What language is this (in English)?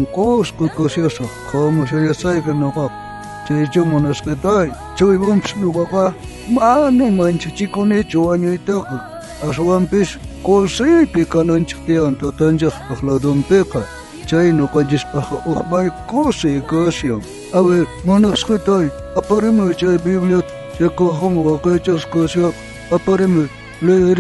South Bolivian Quechua